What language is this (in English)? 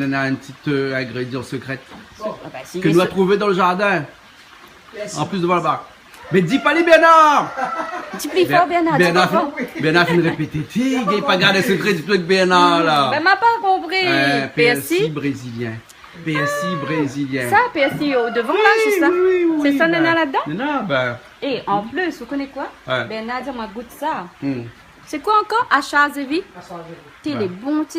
Réunion Creole French